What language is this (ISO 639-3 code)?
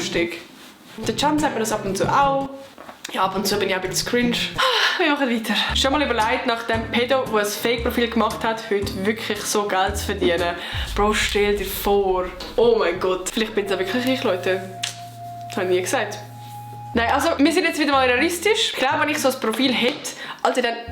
gsw